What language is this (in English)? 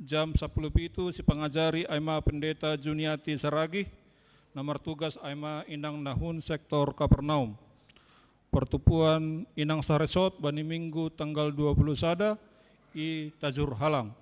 Batak Simalungun